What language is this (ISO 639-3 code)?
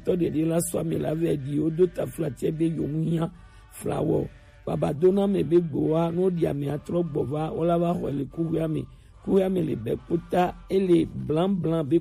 gej